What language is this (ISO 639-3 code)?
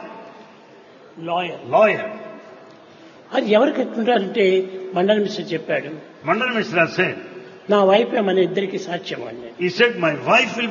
tel